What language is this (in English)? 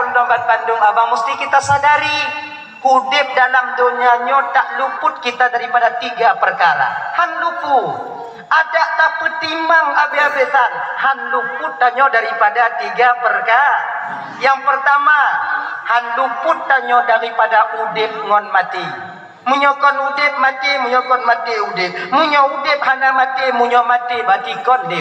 Achinese